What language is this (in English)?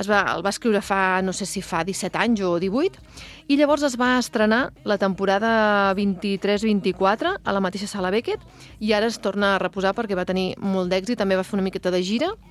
Catalan